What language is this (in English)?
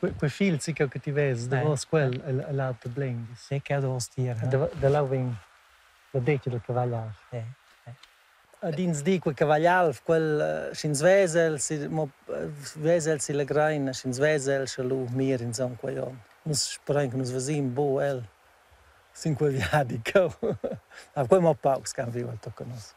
Romansh